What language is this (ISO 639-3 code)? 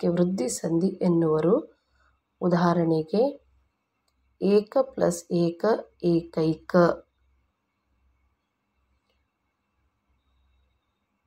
kan